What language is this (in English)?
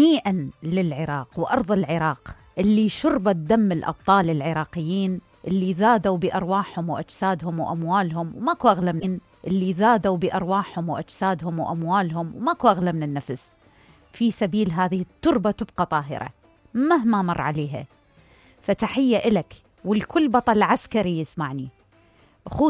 Mesopotamian Arabic